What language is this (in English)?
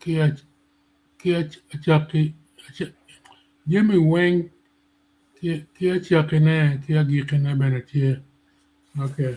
Acoli